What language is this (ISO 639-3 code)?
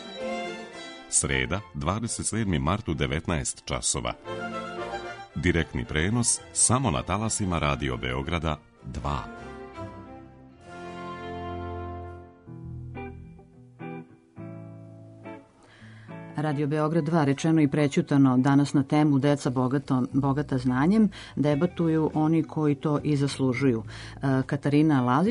srp